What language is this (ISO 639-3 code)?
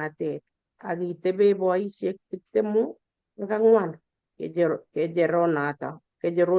kln